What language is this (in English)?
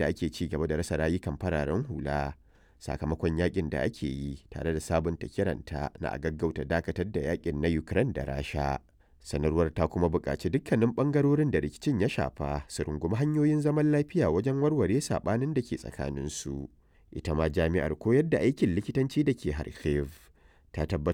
Hausa